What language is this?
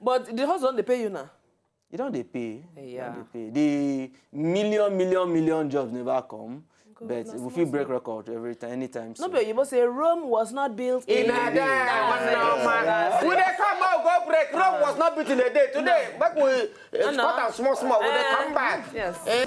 Nigerian Pidgin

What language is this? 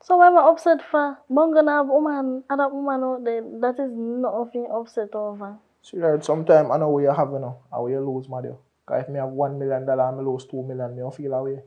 Jamaican Creole English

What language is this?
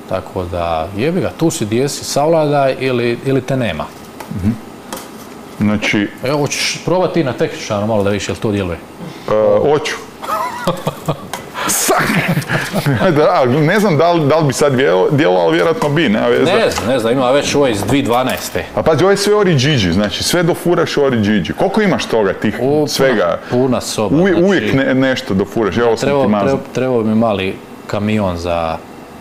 Croatian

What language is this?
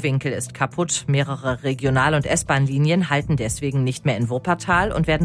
German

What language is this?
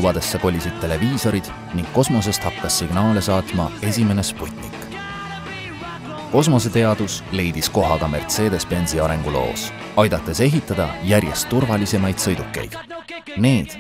Estonian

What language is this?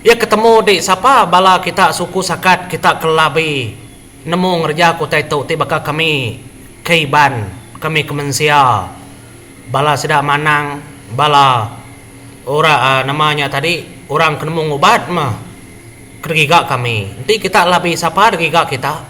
Iban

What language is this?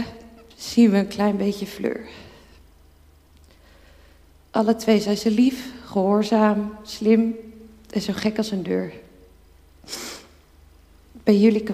Dutch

